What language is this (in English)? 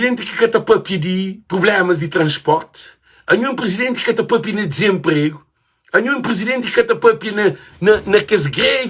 Kabuverdianu